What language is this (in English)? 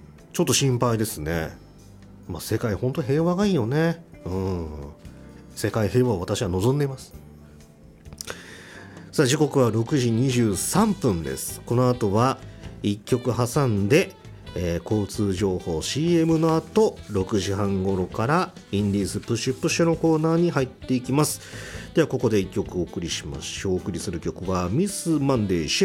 Japanese